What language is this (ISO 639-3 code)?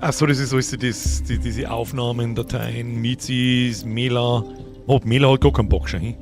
bar